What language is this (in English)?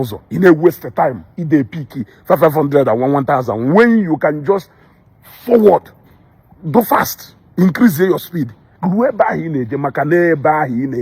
Igbo